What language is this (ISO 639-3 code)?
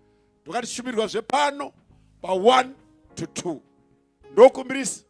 sna